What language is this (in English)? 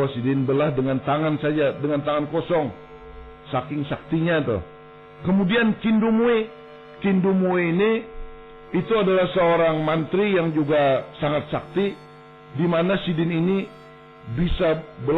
Banjar